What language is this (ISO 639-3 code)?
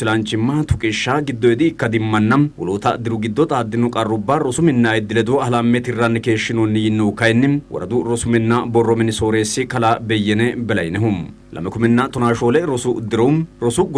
sid